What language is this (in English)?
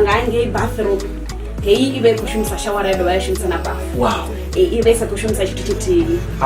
Venda